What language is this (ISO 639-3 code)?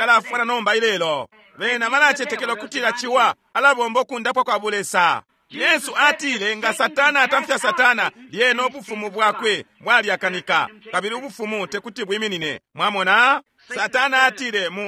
bem